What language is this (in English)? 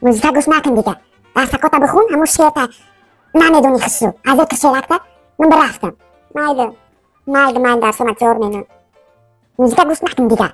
Tajik